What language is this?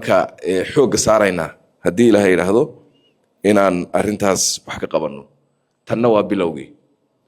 Somali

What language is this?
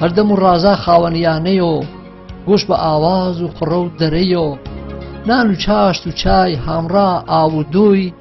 Gurani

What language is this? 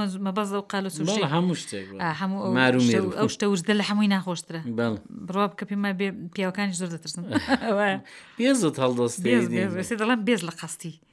Central Kurdish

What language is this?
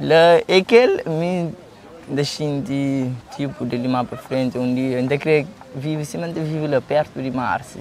Kabuverdianu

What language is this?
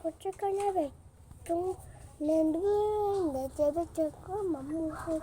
Hmong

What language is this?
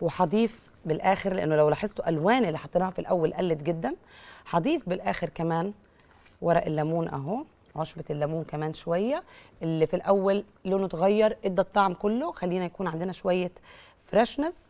Egyptian Arabic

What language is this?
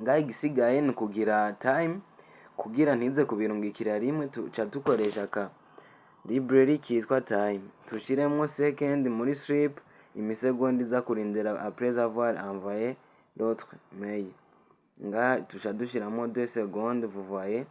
Rundi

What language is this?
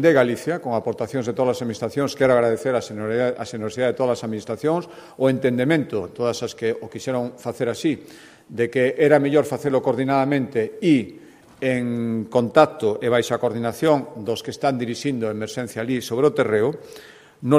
Galician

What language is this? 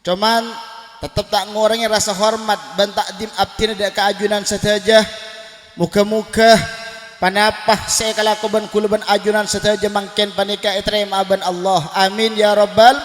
Madurese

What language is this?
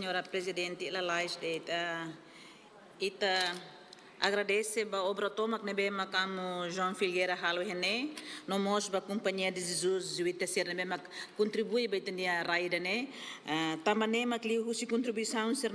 Tetum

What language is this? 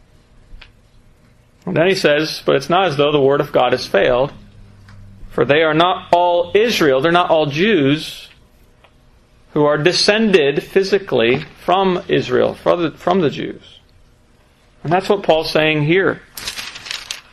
English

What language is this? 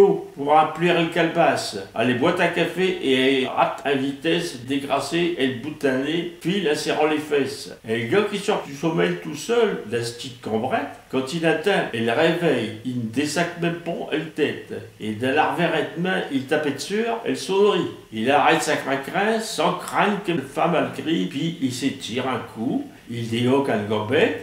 Picard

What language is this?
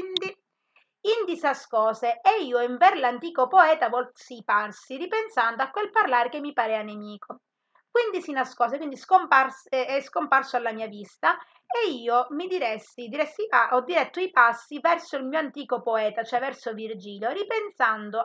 Italian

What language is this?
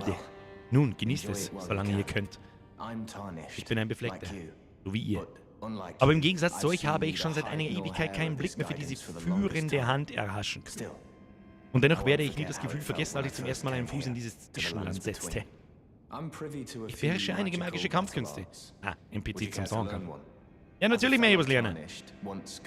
Bavarian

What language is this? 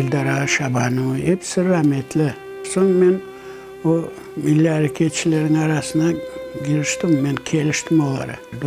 Crimean Tatar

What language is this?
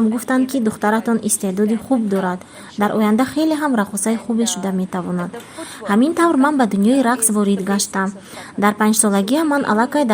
Tajik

